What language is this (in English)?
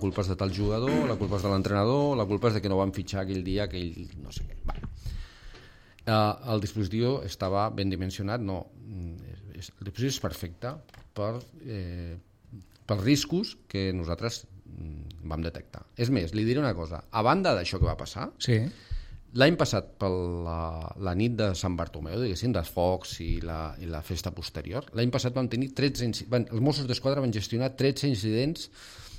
Catalan